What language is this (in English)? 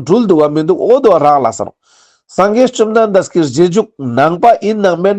Ladakhi